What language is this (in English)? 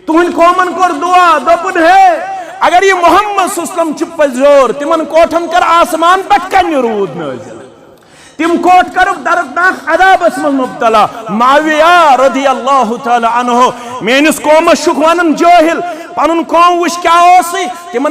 Kashmiri